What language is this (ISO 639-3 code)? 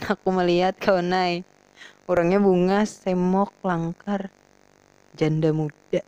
bjn